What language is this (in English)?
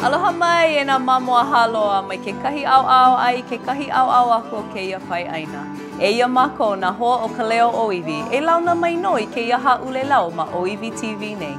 Hawaiian